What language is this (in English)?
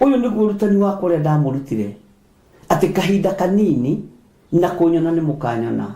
Kikuyu